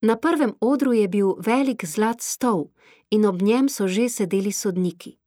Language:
Slovenian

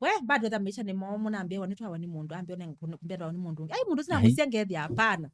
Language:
Kamba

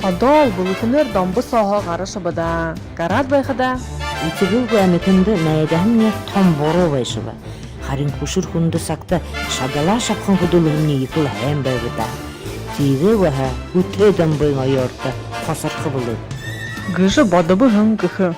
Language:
Buriat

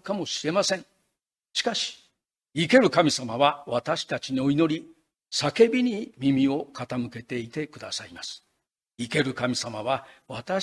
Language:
Japanese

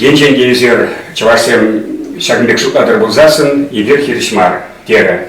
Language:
Chuvash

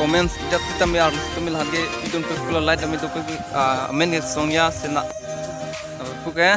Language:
Karbi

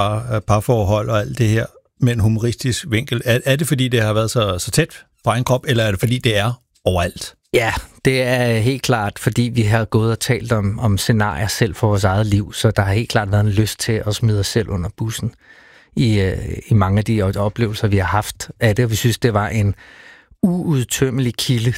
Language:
Danish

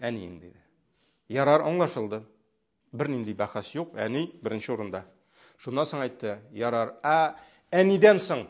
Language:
Tatar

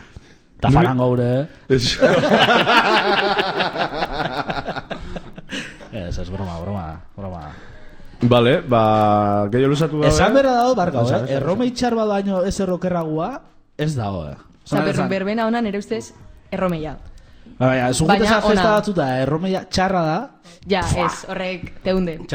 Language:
Basque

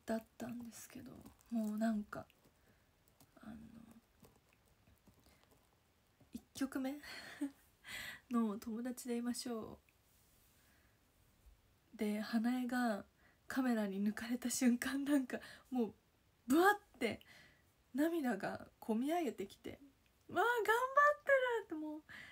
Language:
Japanese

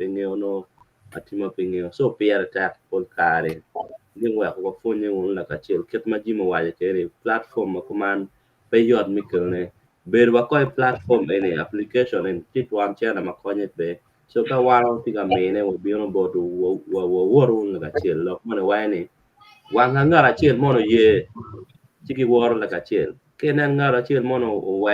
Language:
Acoli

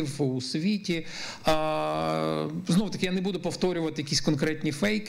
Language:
Ukrainian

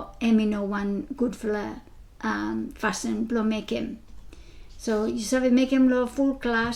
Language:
Bislama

